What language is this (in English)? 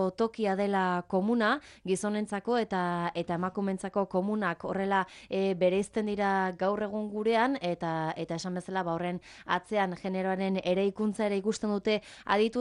Basque